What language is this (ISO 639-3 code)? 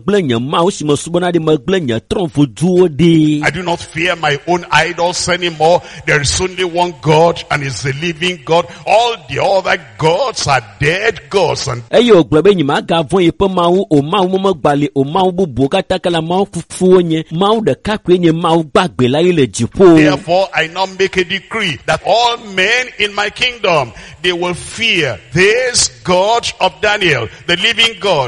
ewe